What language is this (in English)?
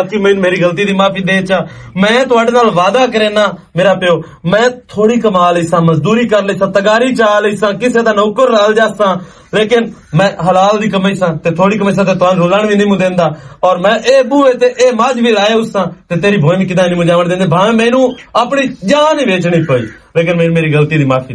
Western Panjabi